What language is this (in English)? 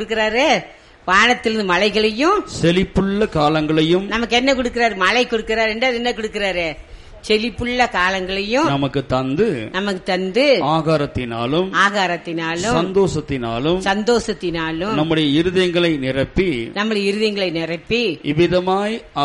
Tamil